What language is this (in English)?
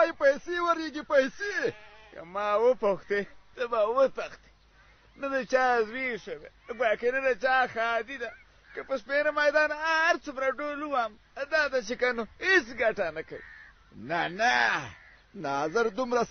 Pashto